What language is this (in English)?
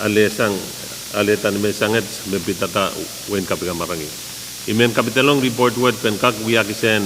Pohnpeian